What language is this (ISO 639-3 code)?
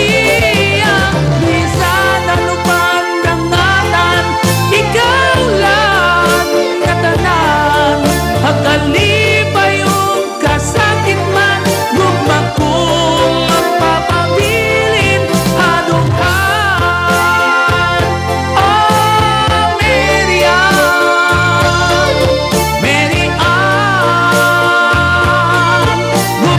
war